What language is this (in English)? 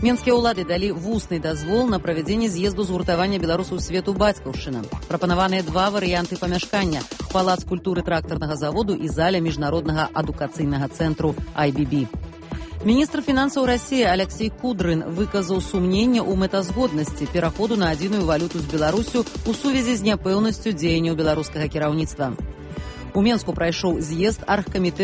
Belarusian